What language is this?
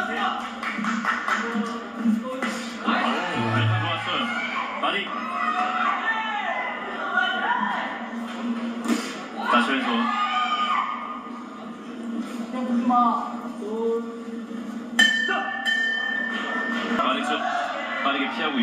Korean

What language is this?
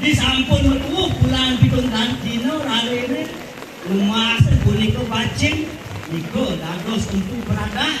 Balinese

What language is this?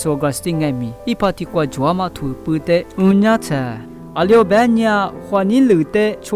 Lisu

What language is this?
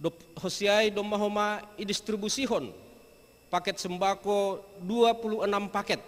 Batak Simalungun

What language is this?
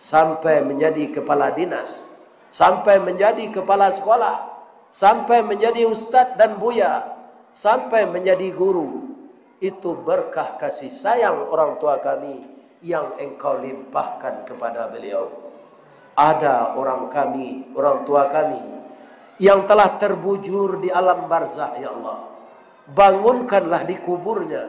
Minangkabau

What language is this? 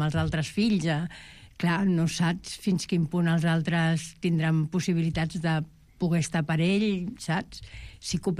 Catalan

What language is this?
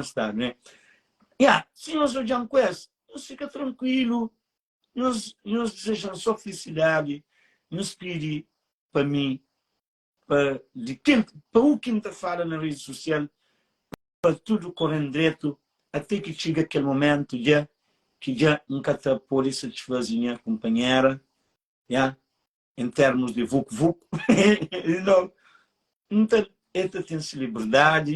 Kabuverdianu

